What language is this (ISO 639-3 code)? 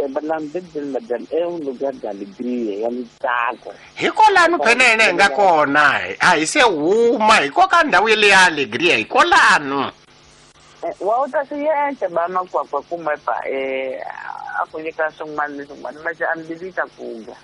tso